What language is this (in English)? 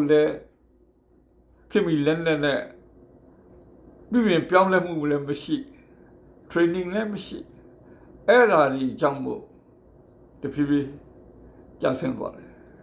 Burmese